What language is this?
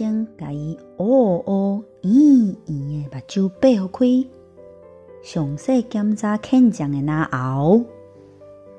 Min Nan Chinese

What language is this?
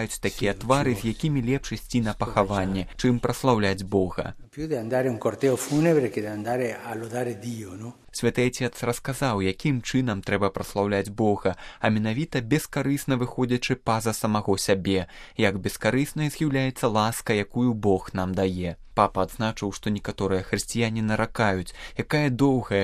Belarusian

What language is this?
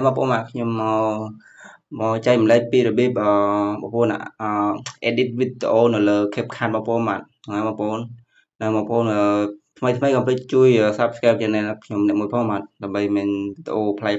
Khmer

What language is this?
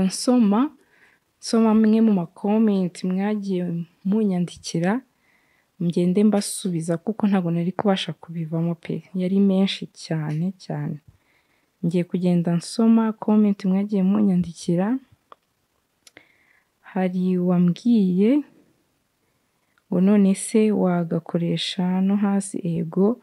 Kinyarwanda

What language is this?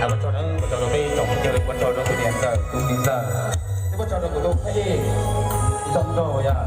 Hmong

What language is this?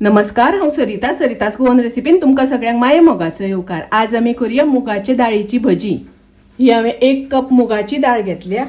Konkani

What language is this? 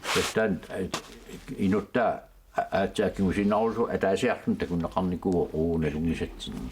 Kalaallisut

